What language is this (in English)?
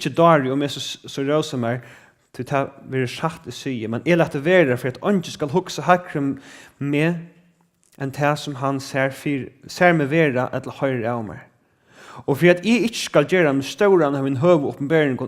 Faroese